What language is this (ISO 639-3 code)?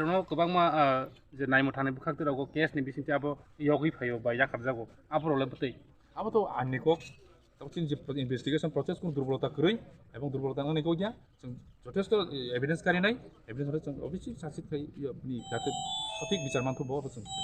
trp